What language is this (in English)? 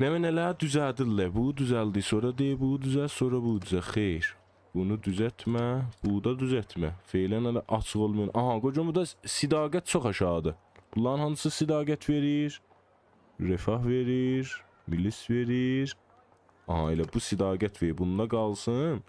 South Azerbaijani